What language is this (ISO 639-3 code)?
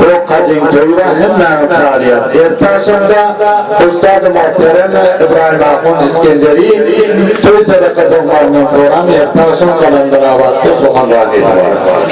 tuk